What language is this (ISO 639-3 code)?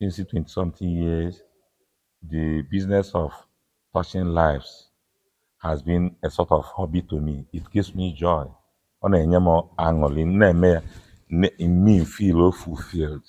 ibo